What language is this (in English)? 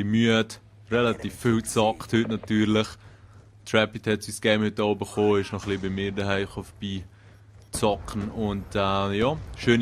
Swiss German